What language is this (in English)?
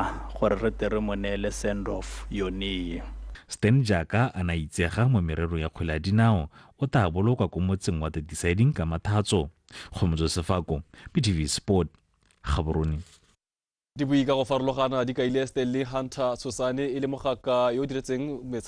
Tswana